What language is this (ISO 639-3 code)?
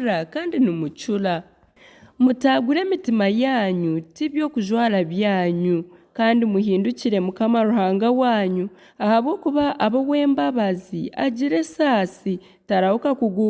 nyn